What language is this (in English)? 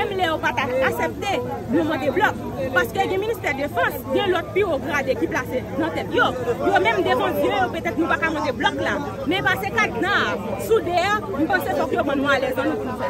Haitian Creole